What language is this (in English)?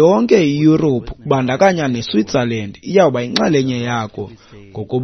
Xhosa